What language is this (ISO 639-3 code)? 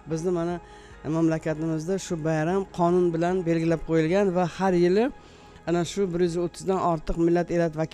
uzb